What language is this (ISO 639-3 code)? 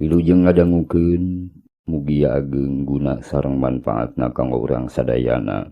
sun